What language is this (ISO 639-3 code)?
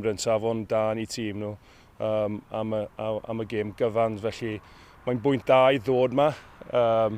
cym